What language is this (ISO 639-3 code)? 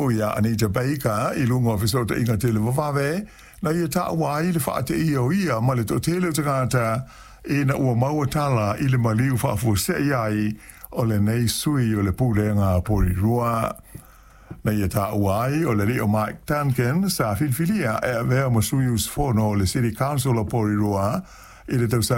smo